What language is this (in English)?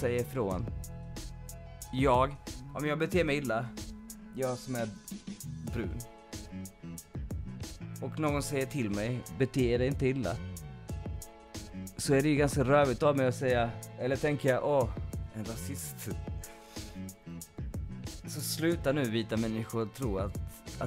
Swedish